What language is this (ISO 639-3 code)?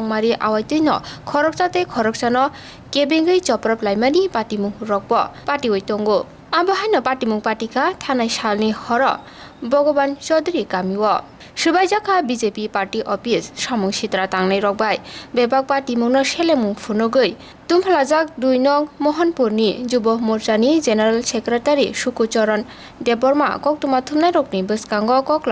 trp